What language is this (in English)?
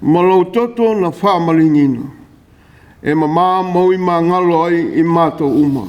Samoan